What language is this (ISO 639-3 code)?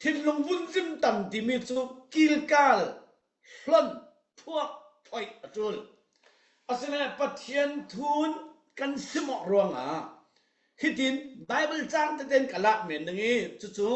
cfm